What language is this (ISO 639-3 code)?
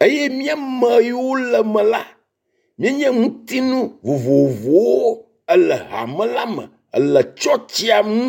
ewe